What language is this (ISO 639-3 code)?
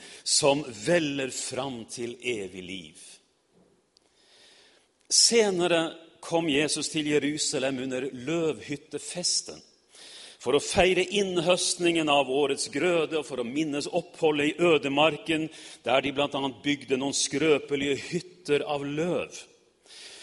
nor